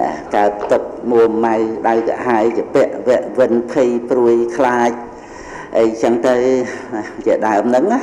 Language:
Khmer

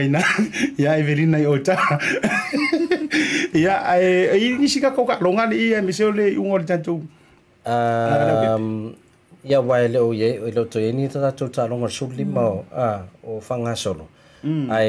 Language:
Samoan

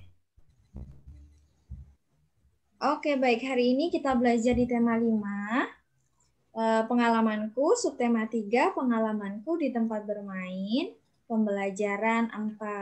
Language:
Indonesian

